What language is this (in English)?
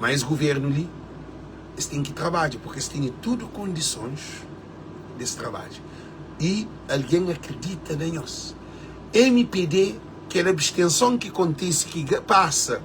Kabuverdianu